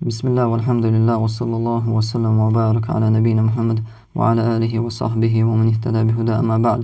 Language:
Chechen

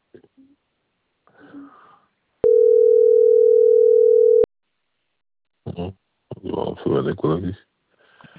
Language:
Hungarian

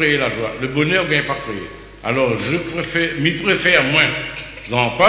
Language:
Réunion Creole French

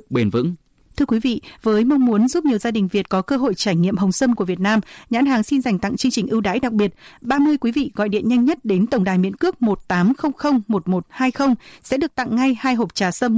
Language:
Vietnamese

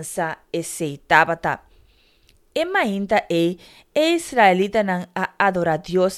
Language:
Papiamento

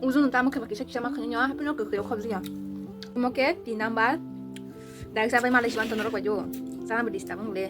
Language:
Kok Borok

